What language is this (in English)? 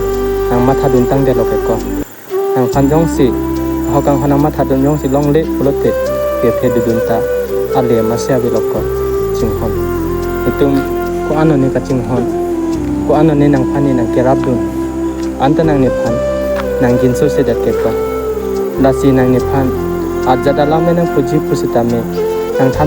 Karbi